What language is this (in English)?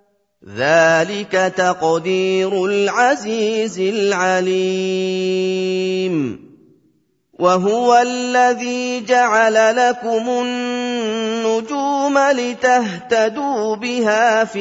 Arabic